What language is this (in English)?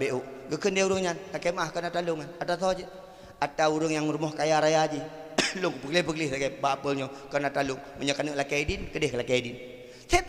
Achinese